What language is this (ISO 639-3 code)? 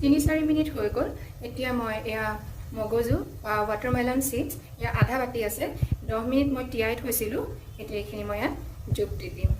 asm